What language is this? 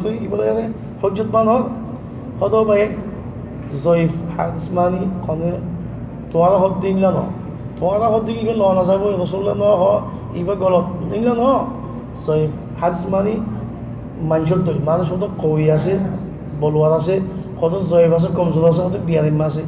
Rohingya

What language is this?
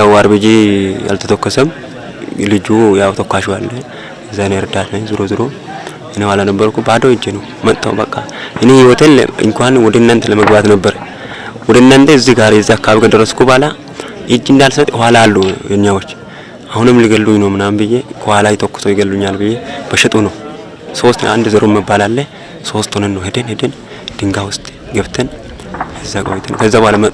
Amharic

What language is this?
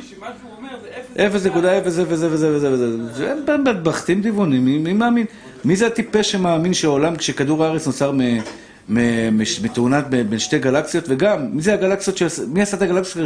Hebrew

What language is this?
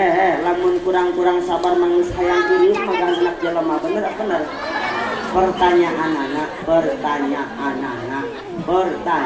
Sundanese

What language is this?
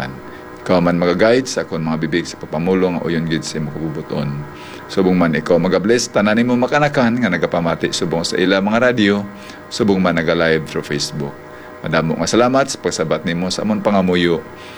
Hiligaynon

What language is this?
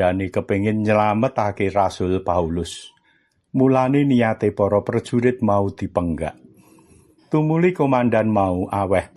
Javanese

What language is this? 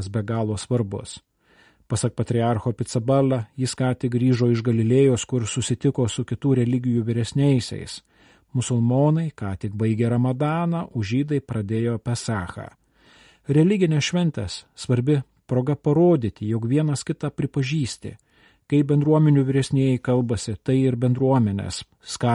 Lithuanian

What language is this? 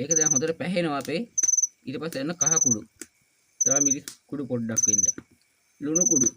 Sinhala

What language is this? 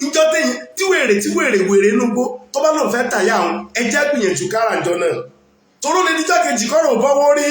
Yoruba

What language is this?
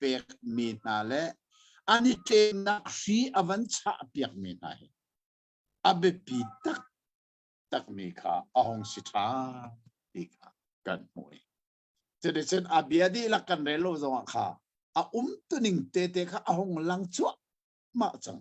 Hakha Chin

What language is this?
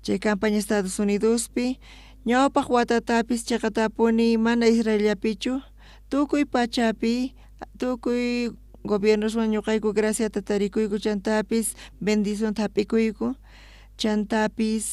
South Bolivian Quechua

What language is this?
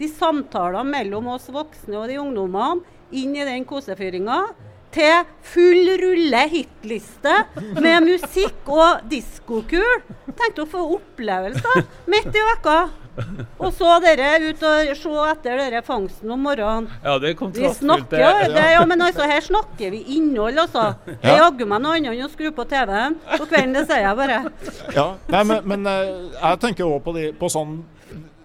Norwegian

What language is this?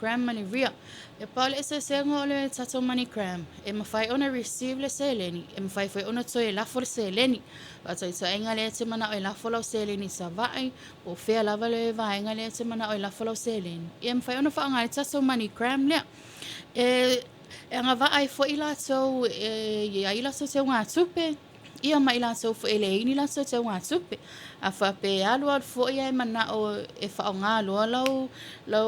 Samoan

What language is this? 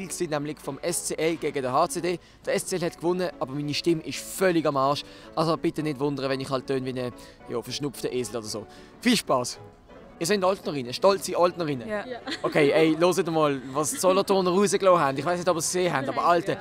Swiss German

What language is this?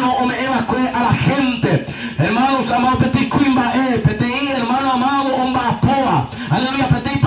Guarani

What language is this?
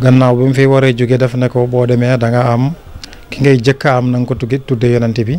Wolof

